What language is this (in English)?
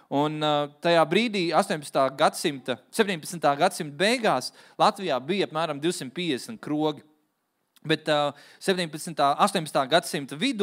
Latvian